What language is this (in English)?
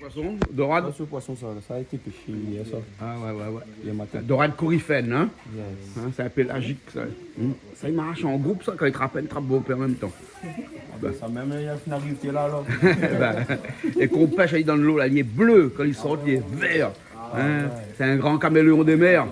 Réunion Creole French